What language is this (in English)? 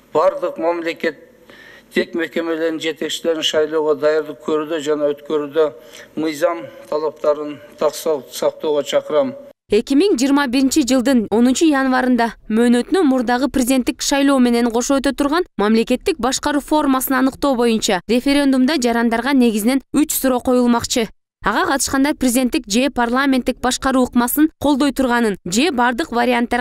Kyrgyz